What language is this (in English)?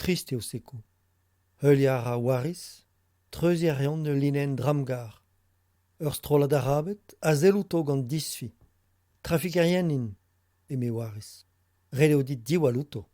Breton